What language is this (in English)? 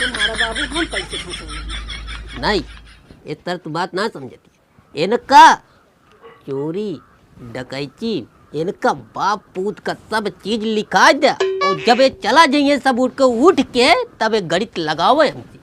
Awadhi